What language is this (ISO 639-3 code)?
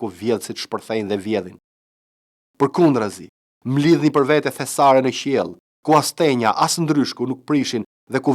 sqi